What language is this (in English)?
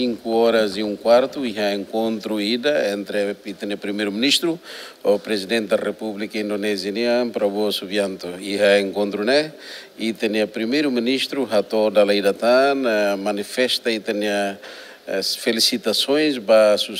Tetum